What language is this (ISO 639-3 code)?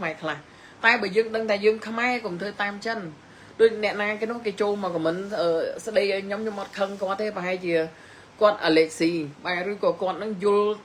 khm